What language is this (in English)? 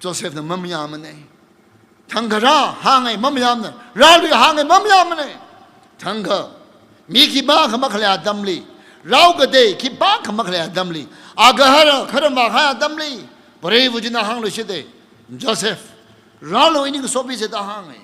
Tangkhul Naga (India)